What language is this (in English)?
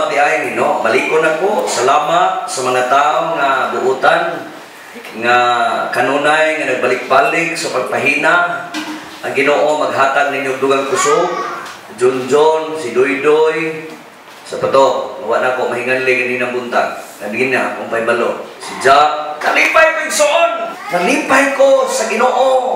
Cebuano